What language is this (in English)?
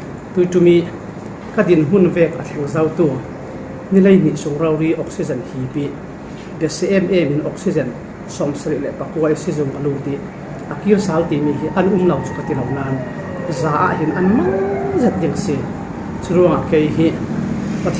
Falam Chin